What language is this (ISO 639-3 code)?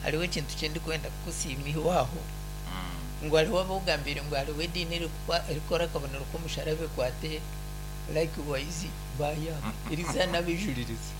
nyn